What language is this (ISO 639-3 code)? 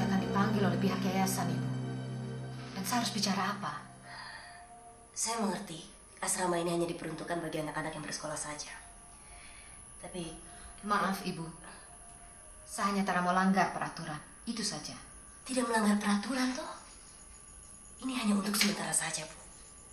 ind